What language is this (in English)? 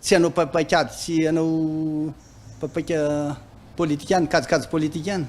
Malagasy